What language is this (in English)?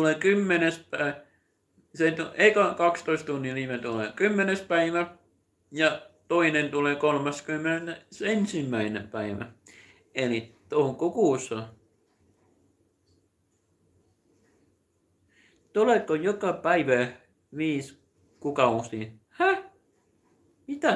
Finnish